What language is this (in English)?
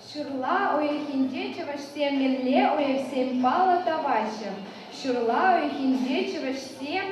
Chuvash